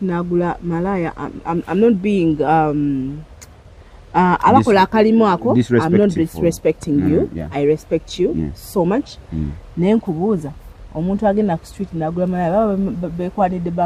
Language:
Ganda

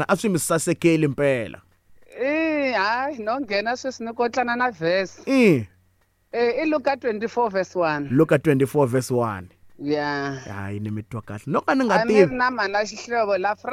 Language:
Tsonga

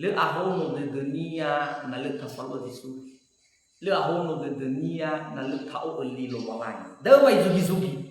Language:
Nias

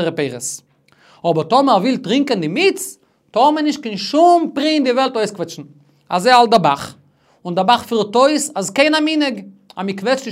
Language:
Yiddish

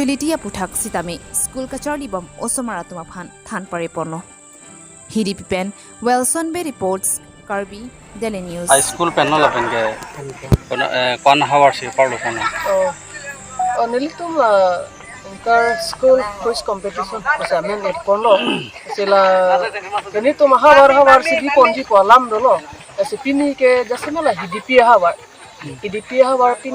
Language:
Karbi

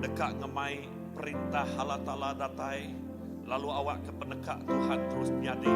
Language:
Iban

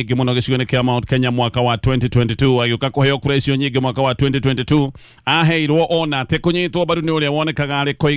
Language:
Kikuyu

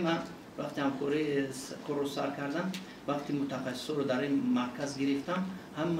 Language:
Tajik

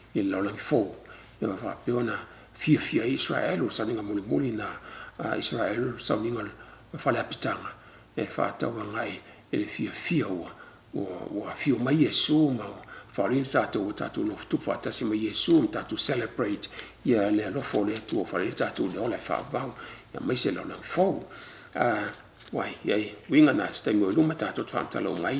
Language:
Samoan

